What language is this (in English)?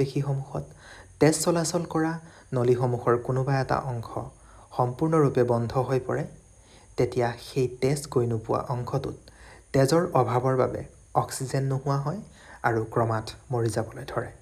Assamese